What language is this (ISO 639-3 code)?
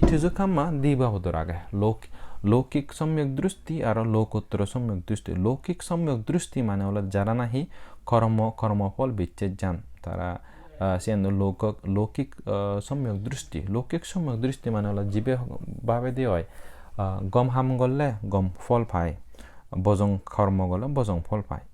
ccp